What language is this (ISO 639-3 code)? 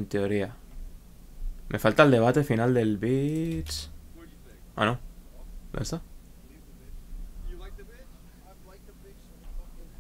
spa